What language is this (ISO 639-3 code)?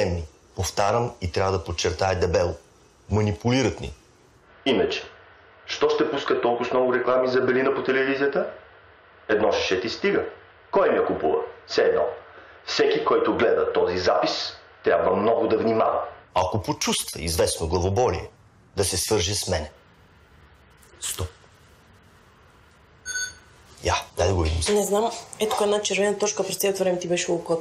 bul